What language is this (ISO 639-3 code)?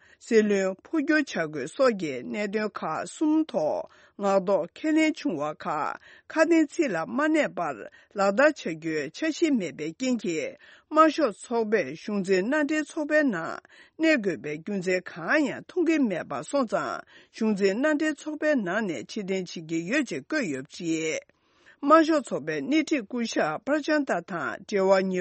bod